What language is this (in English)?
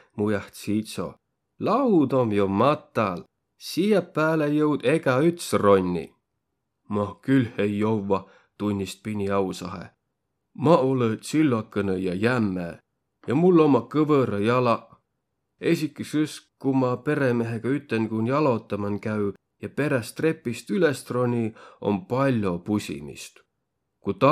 Võro